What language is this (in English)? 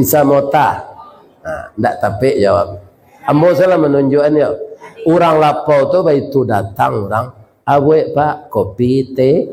Minangkabau